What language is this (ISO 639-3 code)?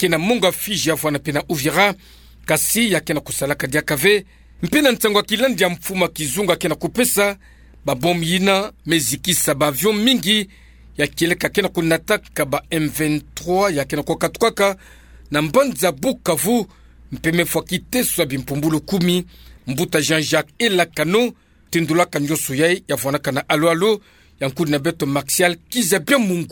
ktu